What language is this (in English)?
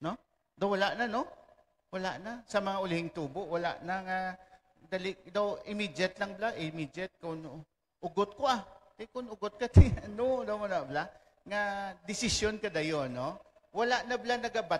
Hiligaynon